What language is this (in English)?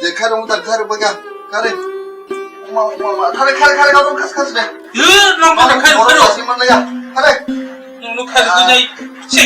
Kok Borok